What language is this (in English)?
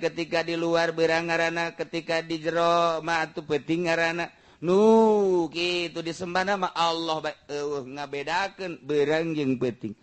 Sundanese